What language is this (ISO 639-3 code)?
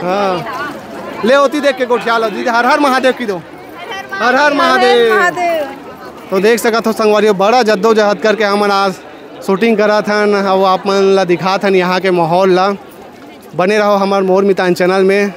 hne